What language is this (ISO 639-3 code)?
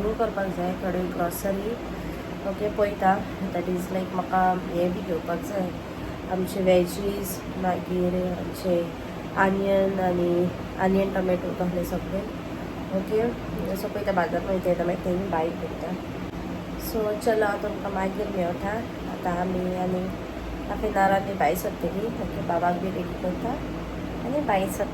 kok